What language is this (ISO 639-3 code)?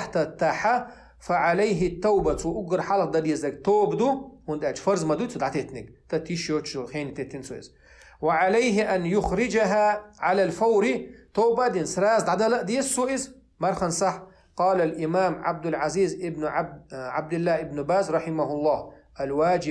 che